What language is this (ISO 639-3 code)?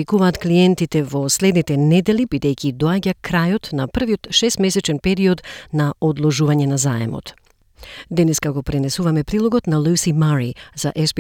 mkd